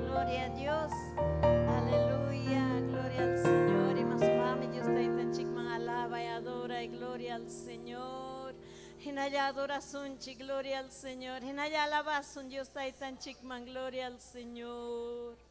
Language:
Ayacucho Quechua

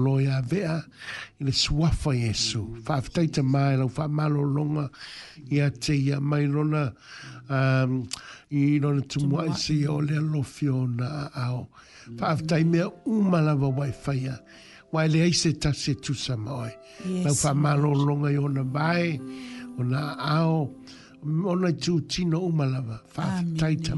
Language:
Samoan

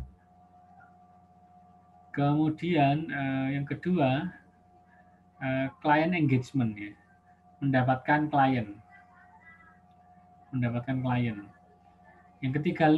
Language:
Indonesian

